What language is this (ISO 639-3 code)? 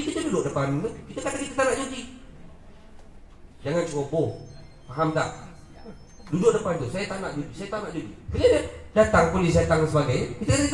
msa